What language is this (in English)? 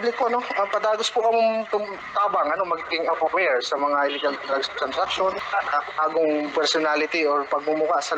Bikol